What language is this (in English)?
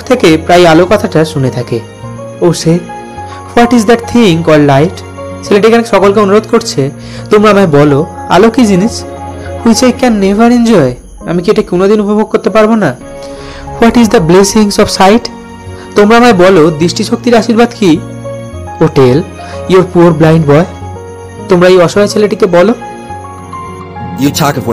Bangla